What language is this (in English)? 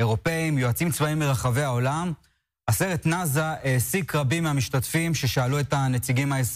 Hebrew